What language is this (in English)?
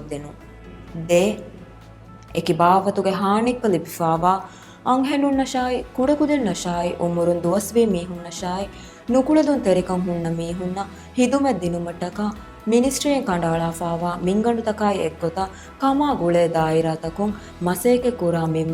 Divehi